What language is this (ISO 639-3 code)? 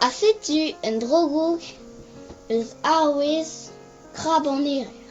bre